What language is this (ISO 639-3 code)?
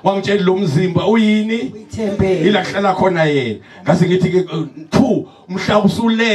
zul